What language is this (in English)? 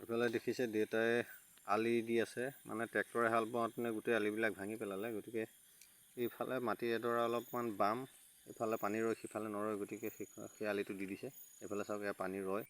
Assamese